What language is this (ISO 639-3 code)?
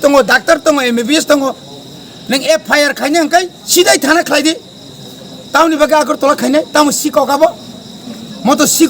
trp